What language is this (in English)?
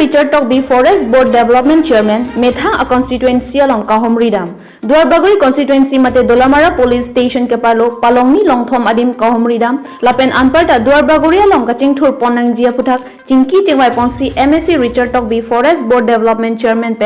Karbi